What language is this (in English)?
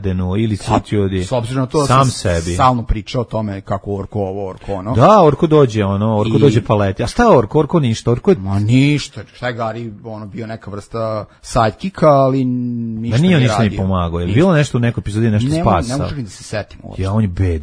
Serbian